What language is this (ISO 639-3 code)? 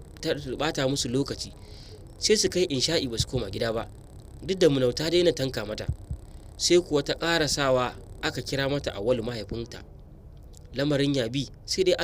hau